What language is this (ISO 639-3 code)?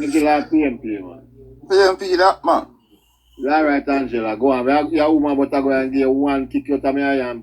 jam